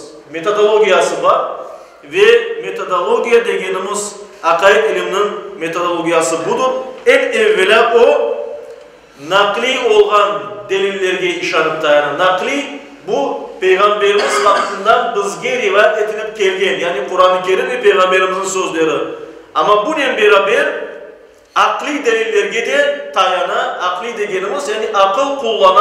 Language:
Crimean Tatar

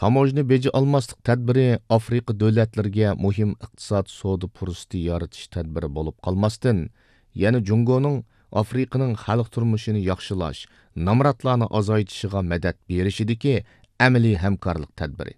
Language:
Uyghur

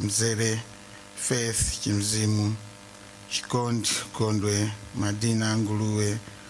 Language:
Nyanja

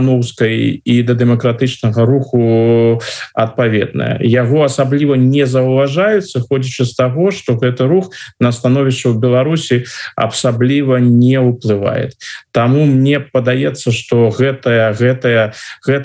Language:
Belarusian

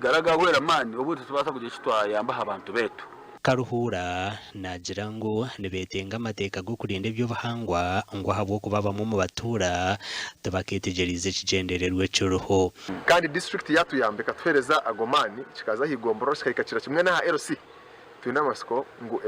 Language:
Nyankole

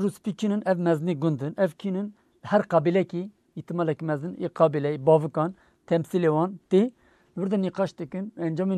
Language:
Kurdish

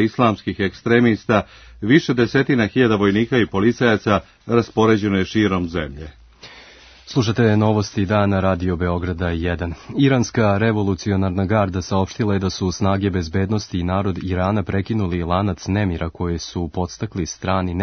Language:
Serbian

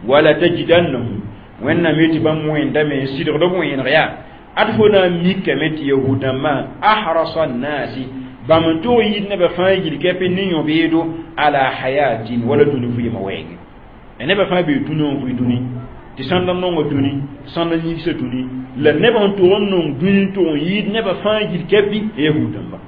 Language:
Mossi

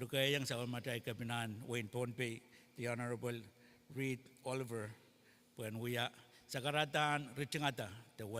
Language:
Pohnpeian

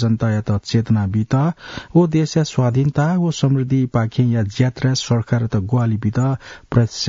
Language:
Newari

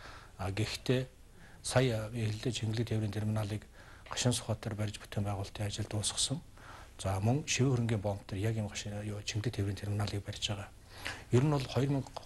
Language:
Mongolian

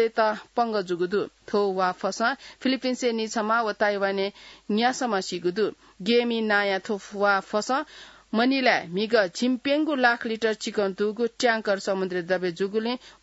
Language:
Newari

